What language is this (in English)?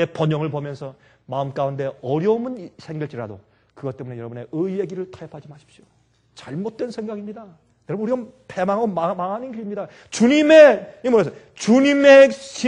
Korean